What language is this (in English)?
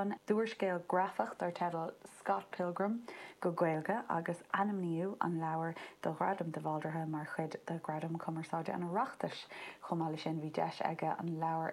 Irish